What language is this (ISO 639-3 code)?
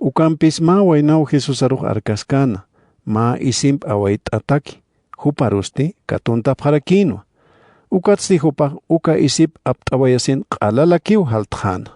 aym